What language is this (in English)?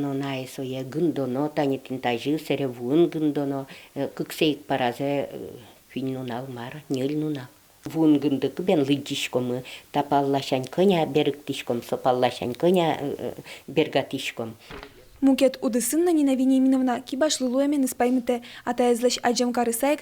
Udmurt